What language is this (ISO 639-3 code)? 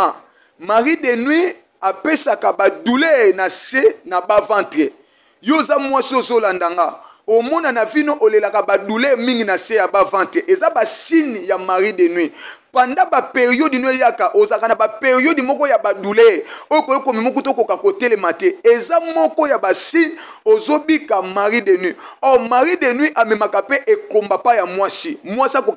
lin